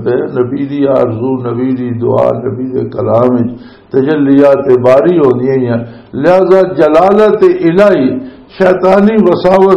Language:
Western Panjabi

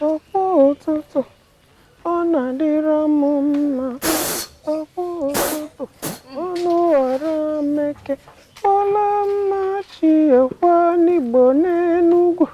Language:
Igbo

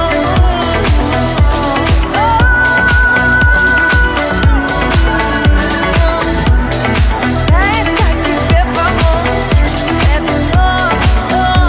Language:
Russian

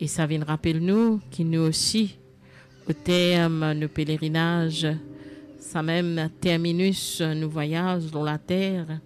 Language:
Morisyen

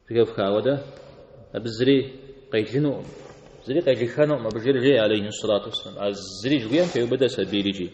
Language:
Kabardian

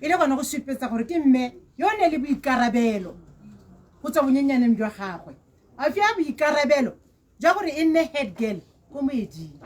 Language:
Tswana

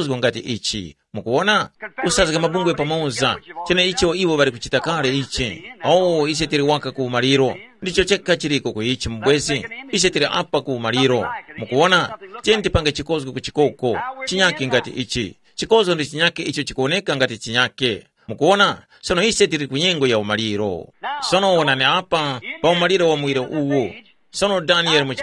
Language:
Tumbuka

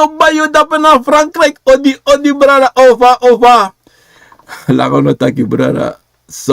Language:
Sranan Tongo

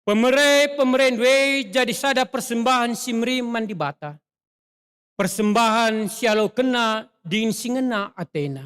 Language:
Batak Karo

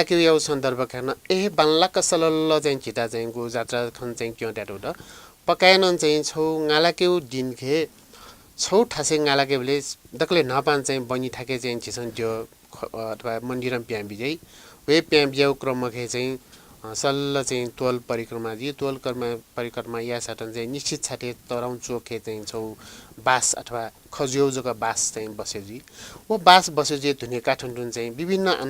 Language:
Newari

